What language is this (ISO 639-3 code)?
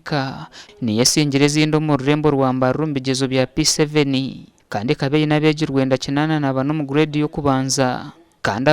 nyn